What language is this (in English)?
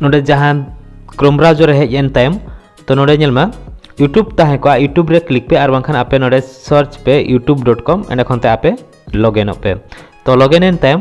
Santali